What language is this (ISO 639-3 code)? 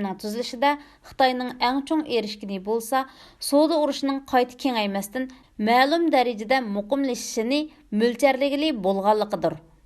uig